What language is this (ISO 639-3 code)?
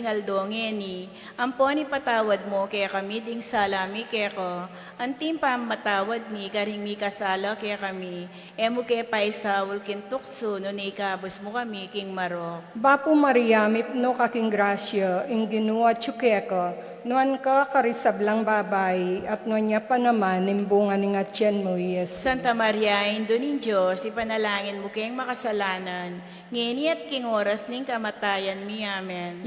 pam